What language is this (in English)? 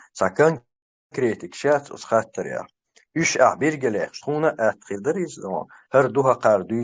Chechen